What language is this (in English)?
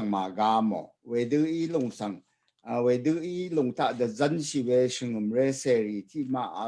Rawang